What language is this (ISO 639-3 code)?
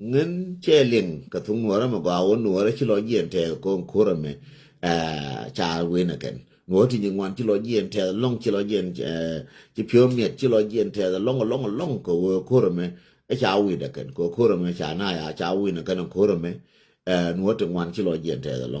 nus